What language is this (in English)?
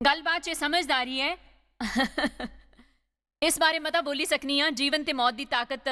Dogri